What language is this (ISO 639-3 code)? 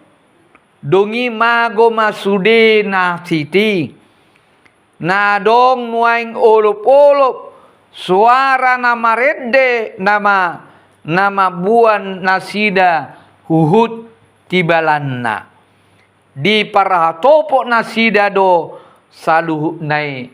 bbc